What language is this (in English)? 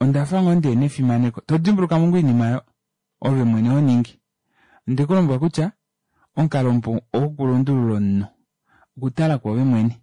Kuanyama